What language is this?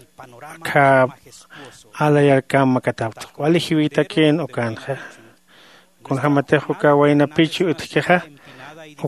Aymara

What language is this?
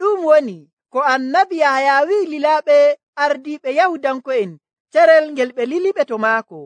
Nigerian Fulfulde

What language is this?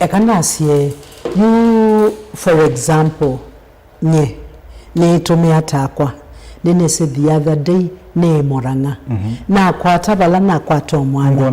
Kamba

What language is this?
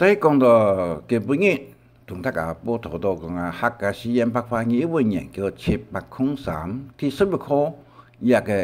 Hakka Chinese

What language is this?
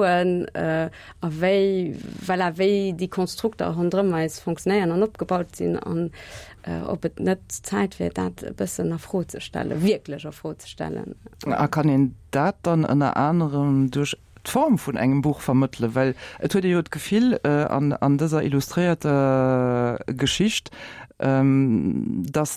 Luxembourgish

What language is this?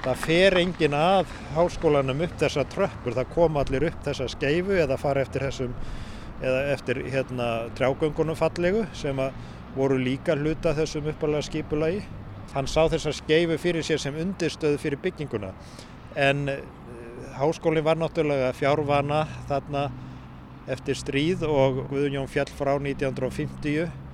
Icelandic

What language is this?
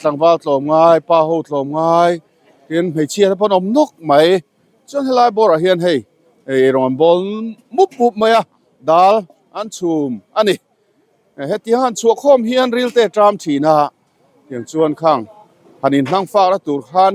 Mizo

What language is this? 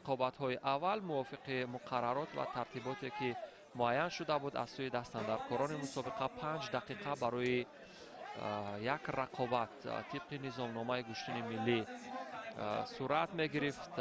Tajik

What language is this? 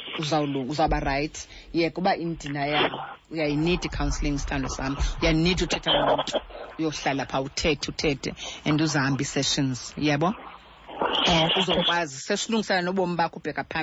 Xhosa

